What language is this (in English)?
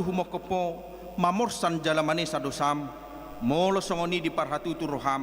Batak Toba